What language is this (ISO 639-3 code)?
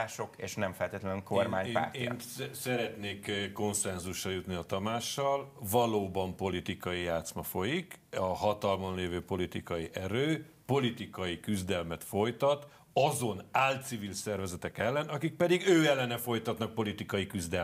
hun